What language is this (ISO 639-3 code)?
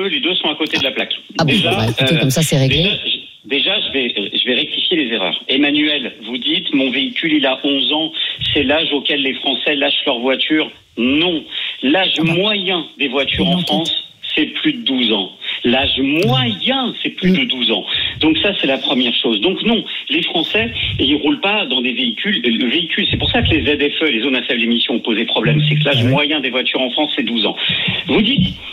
fra